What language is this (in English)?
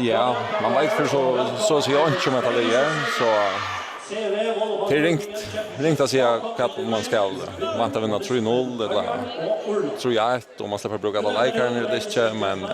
Faroese